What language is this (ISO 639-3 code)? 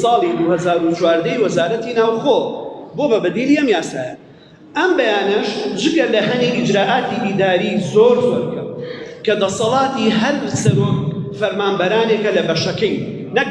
ckb